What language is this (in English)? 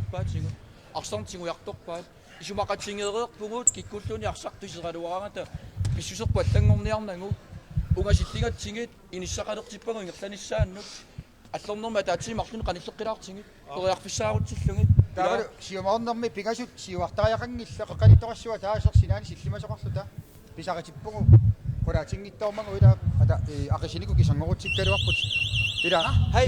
Kalaallisut